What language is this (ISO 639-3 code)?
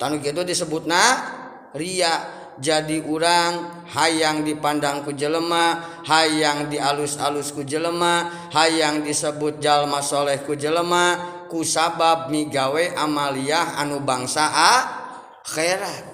sun